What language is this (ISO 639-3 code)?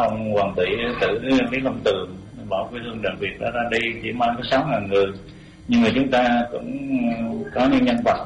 vie